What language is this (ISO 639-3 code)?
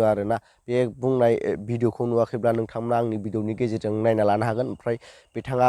brx